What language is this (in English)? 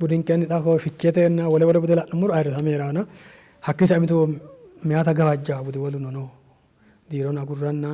Sidamo